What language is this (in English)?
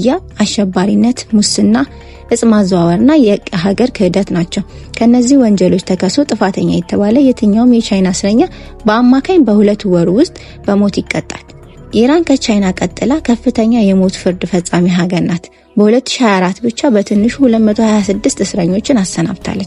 Amharic